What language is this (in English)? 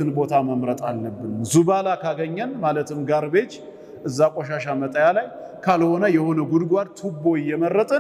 Amharic